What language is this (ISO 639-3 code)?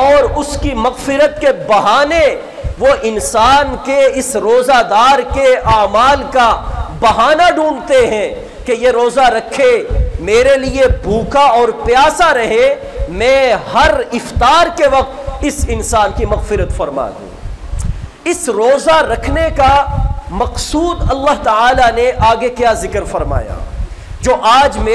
urd